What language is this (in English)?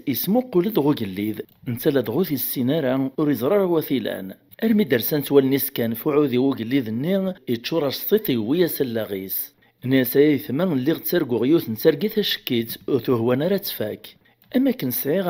Kabyle